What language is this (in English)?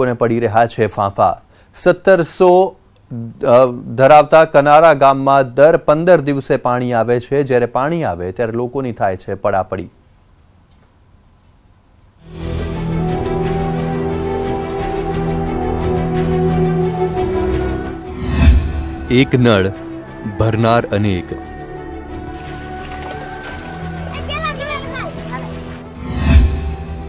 Gujarati